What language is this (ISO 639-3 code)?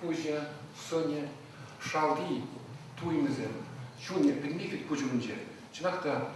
chv